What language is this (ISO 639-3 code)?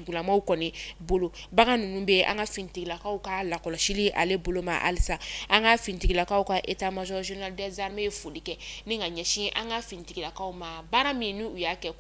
bam